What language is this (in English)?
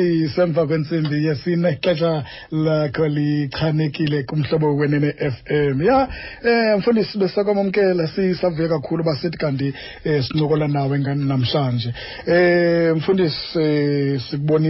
Xhosa